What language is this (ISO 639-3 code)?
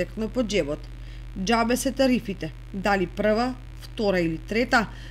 mkd